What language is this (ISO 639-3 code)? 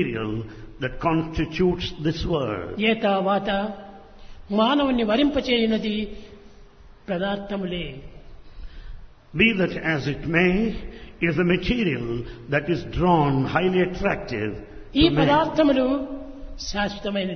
tel